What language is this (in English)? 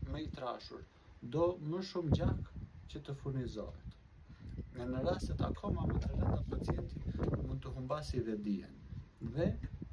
Albanian